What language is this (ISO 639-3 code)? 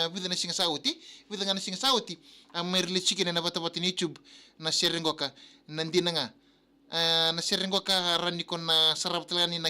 fij